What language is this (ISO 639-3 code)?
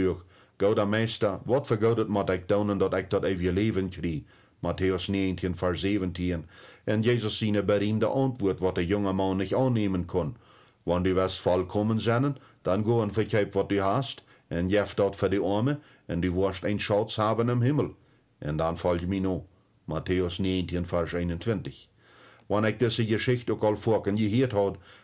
pdt